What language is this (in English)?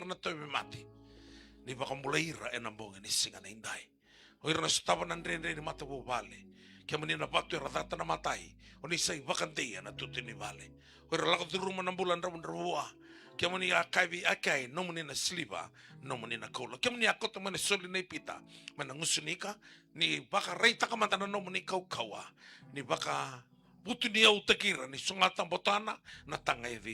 Fijian